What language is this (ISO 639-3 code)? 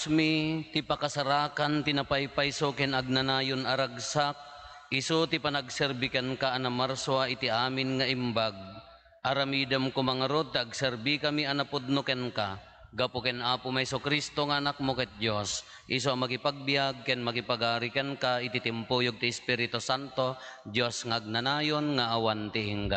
ilo